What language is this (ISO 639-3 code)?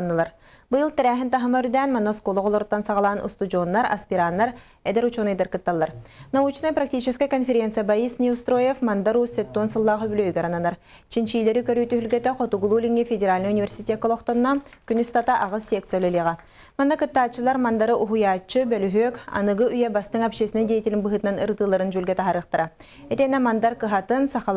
sah